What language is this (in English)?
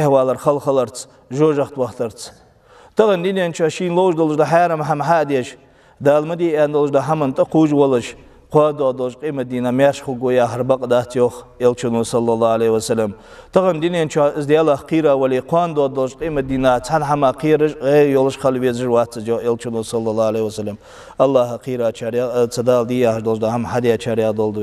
Ingush